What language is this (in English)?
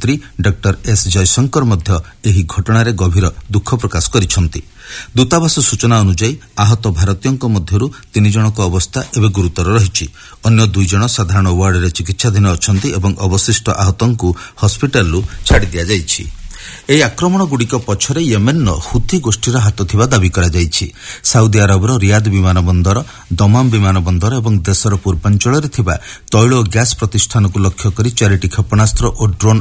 Odia